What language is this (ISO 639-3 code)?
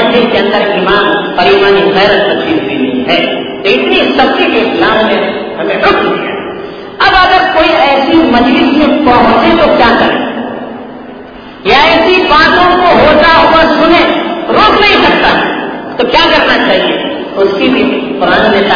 urd